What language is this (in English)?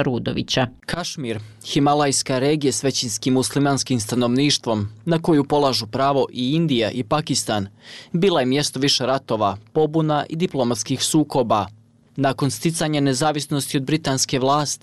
Bosnian